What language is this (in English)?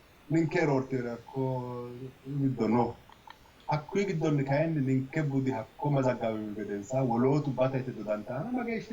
Sidamo